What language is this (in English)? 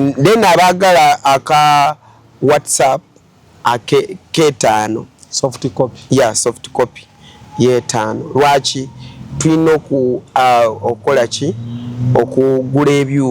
Ganda